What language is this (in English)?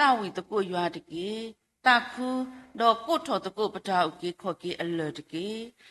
S'gaw Karen